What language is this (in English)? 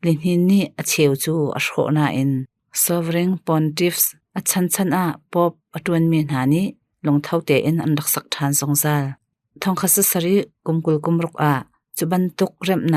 Hakha Chin